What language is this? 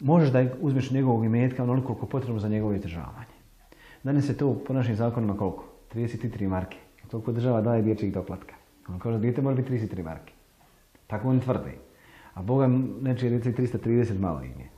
Bosnian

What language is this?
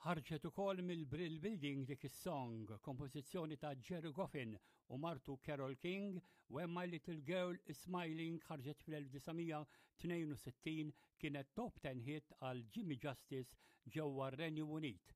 Maltese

